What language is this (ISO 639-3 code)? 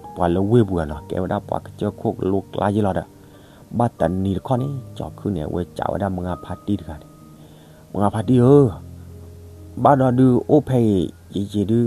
ksw